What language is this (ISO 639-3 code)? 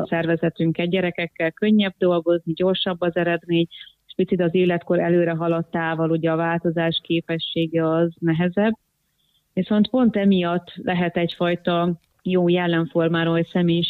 hun